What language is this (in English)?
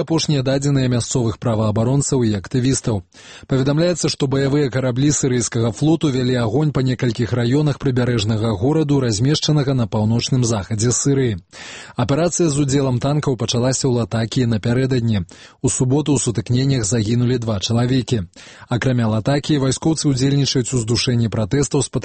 Belarusian